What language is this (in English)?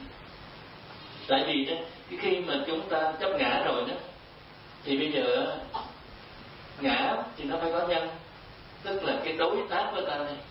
Vietnamese